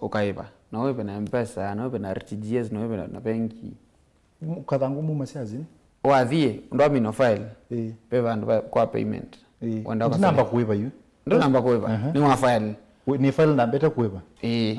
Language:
Kamba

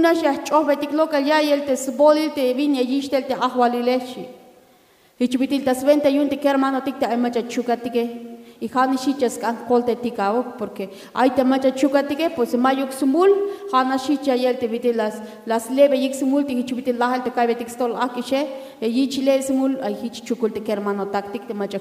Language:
Tzeltal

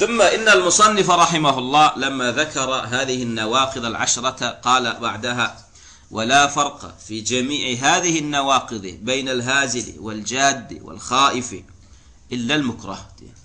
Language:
Turkmen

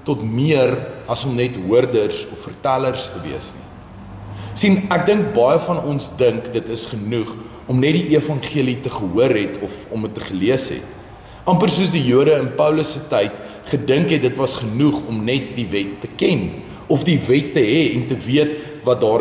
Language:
Afrikaans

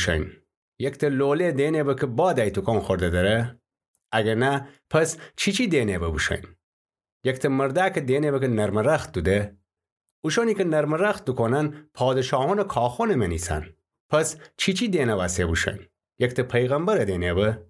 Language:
Gilaki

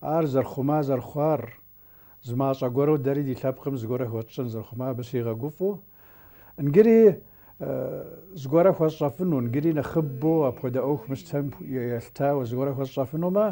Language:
Kabardian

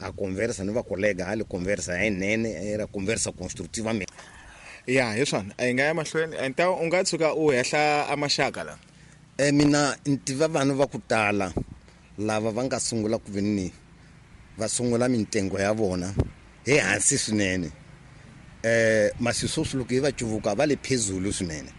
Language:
Tsonga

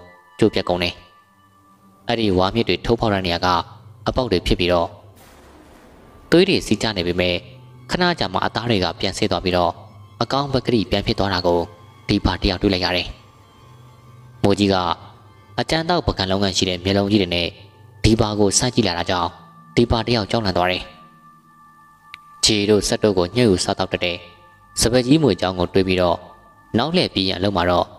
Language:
Burmese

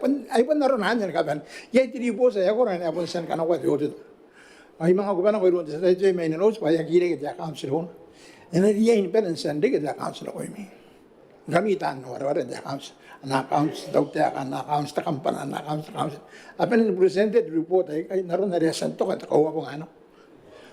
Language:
Gilbertese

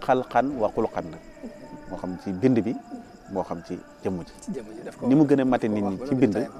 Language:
Wolof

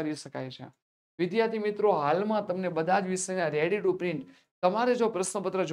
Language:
Gujarati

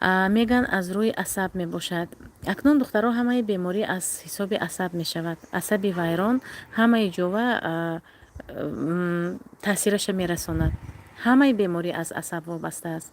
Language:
Tajik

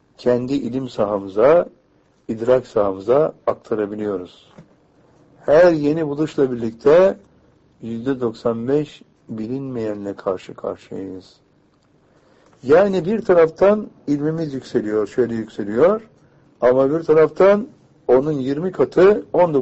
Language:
Turkish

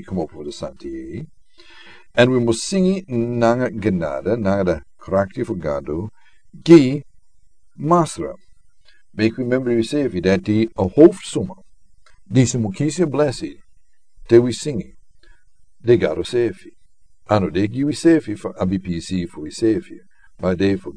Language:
Sranan Tongo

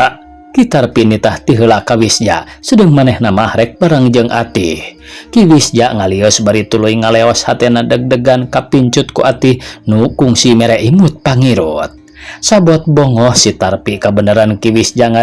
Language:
Sundanese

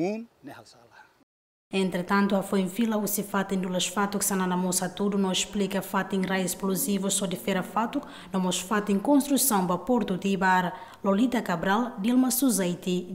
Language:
Tetum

